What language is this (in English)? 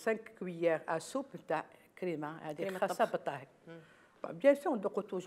Algerian Arabic